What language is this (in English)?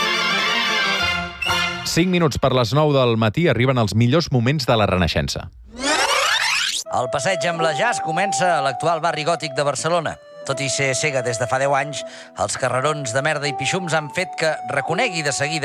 Catalan